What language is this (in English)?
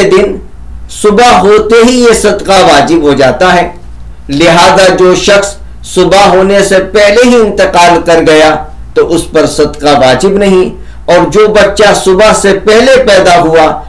Urdu